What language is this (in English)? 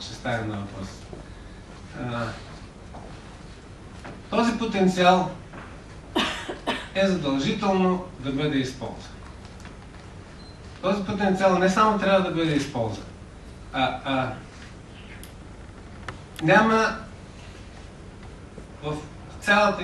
Bulgarian